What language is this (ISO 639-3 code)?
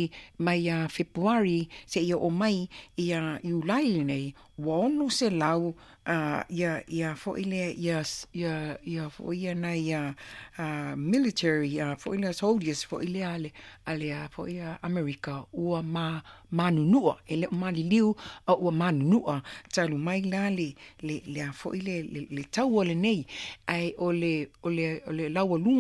smo